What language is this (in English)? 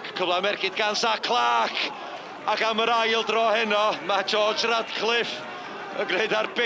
Welsh